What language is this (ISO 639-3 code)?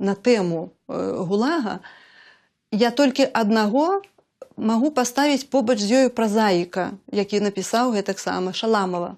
bel